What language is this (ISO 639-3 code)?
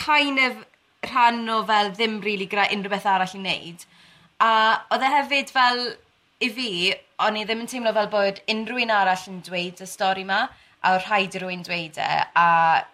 cym